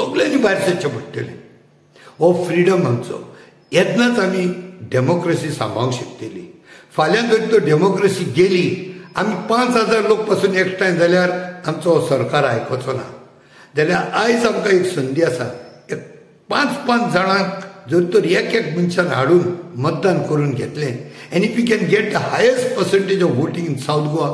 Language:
Konkani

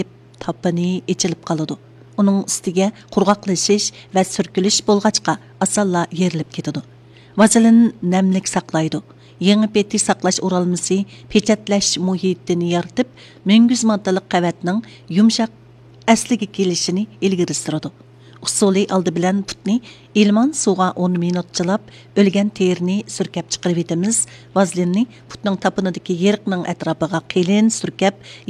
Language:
Uyghur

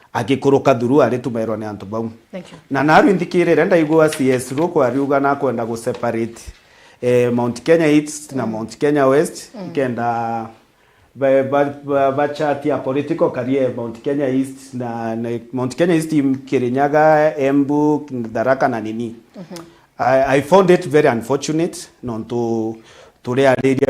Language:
Meru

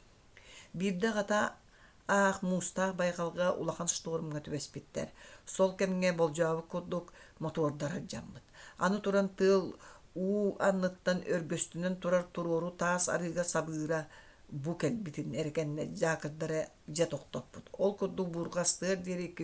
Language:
Yakut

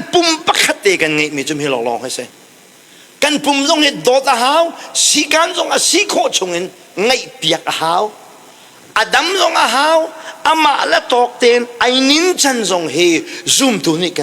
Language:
Hakha Chin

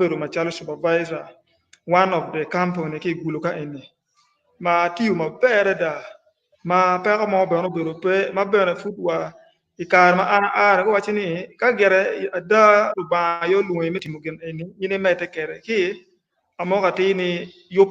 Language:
Acoli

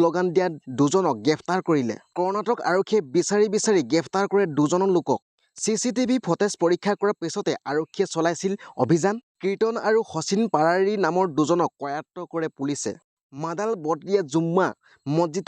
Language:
Assamese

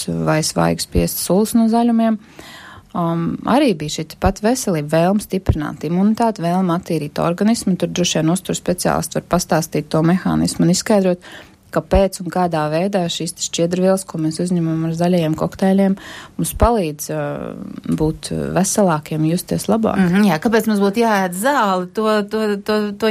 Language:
Latvian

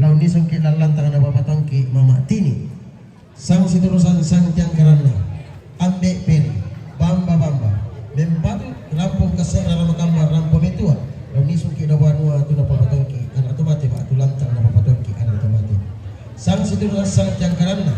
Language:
Toraja-Sa'dan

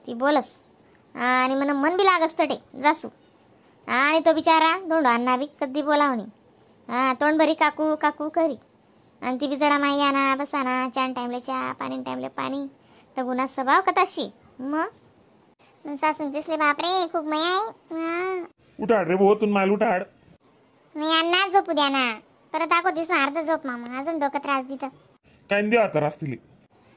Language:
Khandesi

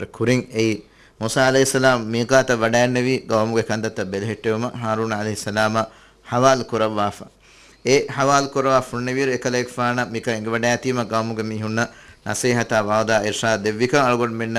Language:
Divehi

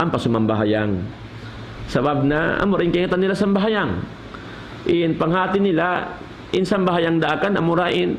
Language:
Tausug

